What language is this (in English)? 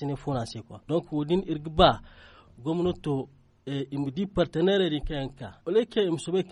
Zarma